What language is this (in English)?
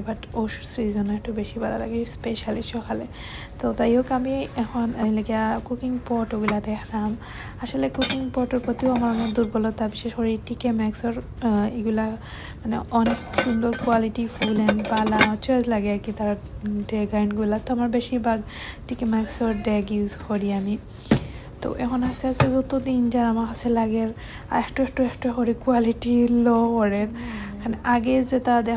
Sylheti